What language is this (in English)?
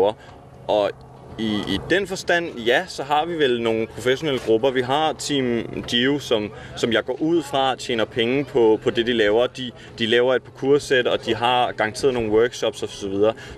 Danish